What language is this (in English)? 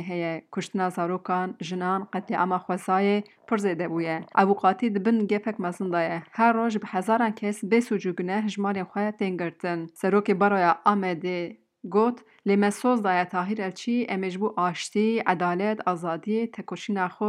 Kurdish